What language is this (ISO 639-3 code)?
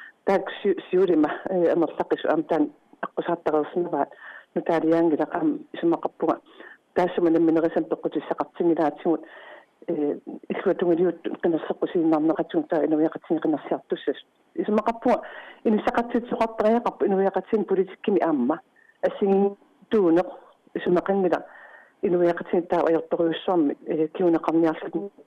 kal